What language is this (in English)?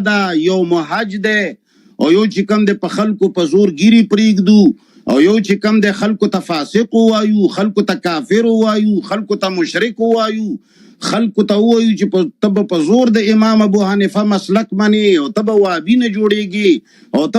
Pashto